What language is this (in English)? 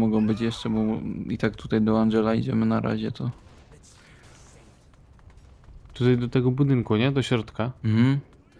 Polish